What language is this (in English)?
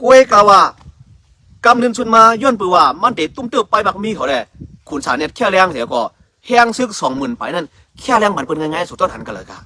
Shan